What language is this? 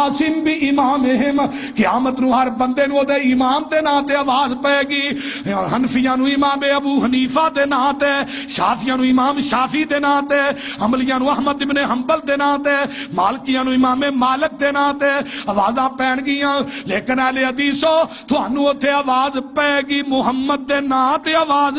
Western Panjabi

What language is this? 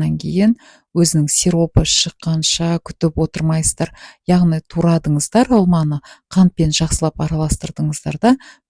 Kazakh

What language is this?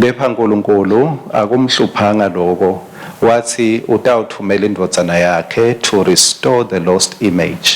Swati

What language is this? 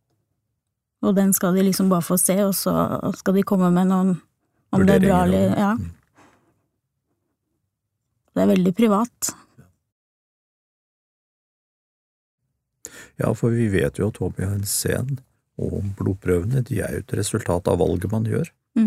Norwegian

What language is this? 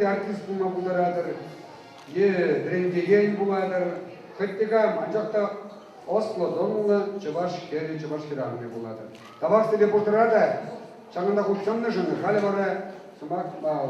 Chuvash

